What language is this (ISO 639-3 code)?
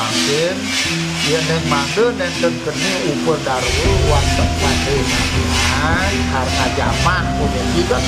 ban